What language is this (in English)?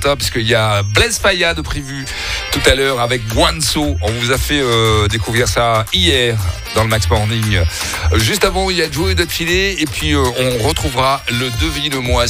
French